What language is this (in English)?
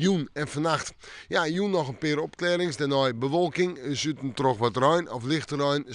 Western Frisian